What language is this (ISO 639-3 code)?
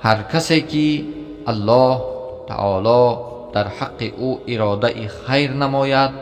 tgk